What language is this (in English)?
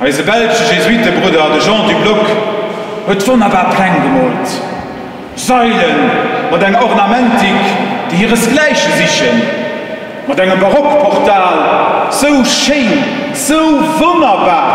Luxembourgish